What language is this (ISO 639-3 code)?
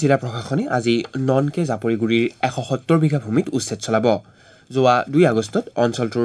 asm